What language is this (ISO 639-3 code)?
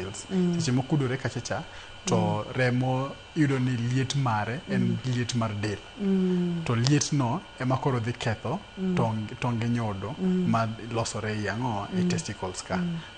luo